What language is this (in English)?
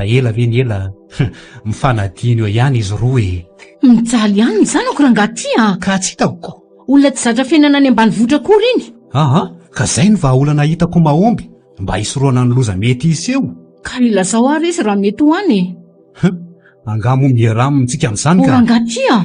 Malagasy